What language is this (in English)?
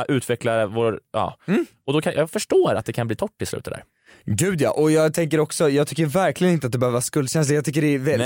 Swedish